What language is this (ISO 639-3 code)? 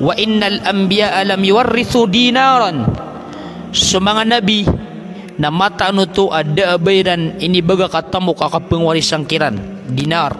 mrw